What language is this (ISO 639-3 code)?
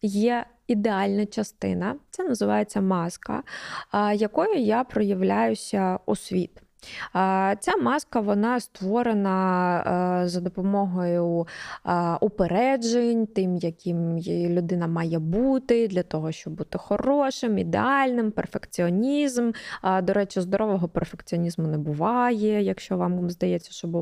ukr